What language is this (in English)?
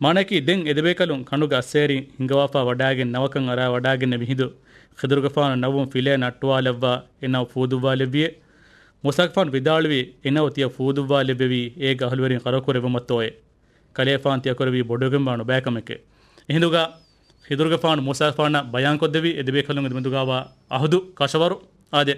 Divehi